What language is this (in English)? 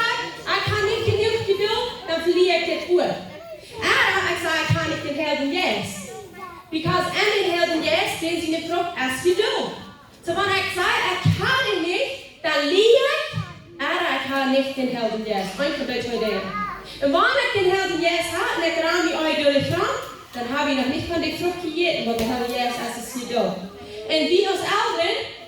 Plautdietsch